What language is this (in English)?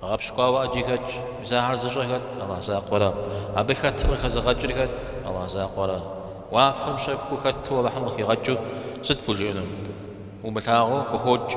Kabardian